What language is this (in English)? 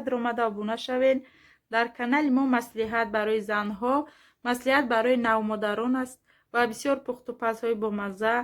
Tajik